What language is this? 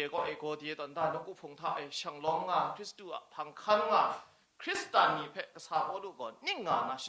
Kachin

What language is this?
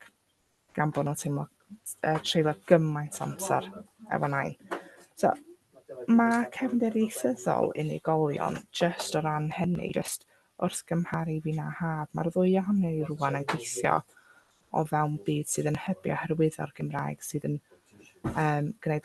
Welsh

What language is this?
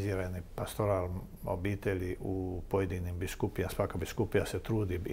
Croatian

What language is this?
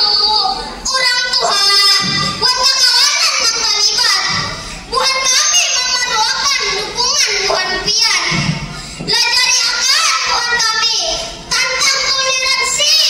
Banjar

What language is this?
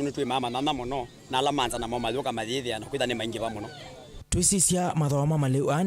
Kamba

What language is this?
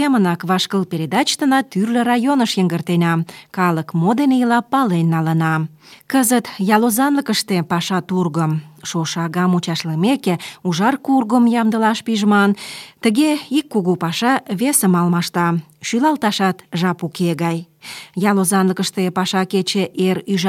Mari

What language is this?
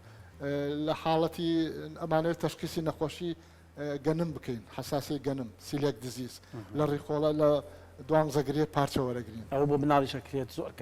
Central Kurdish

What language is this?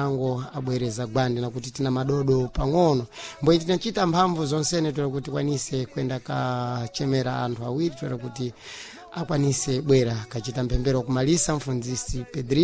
Sena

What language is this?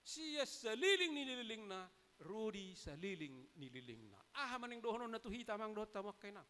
Batak Toba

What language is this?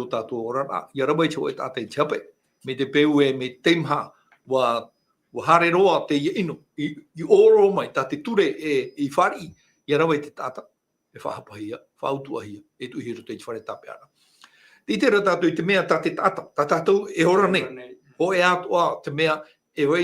Tahitian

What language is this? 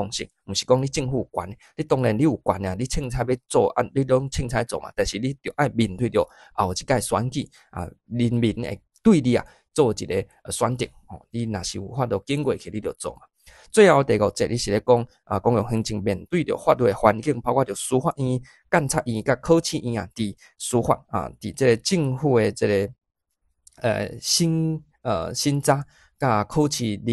Min Nan Chinese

